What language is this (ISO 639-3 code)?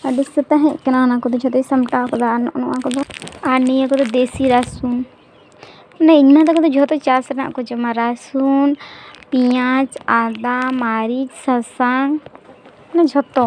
sat